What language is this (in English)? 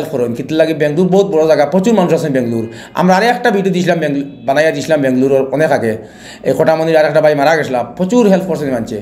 Sylheti